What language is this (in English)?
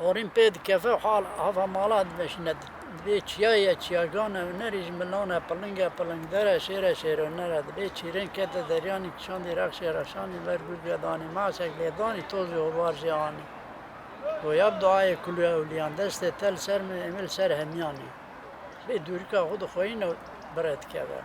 Kurdish